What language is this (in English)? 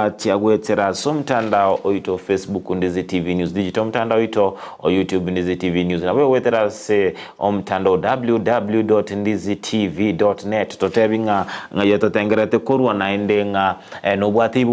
Gusii